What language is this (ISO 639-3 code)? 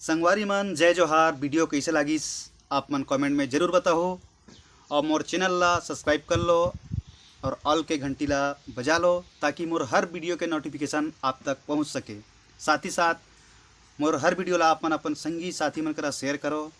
hne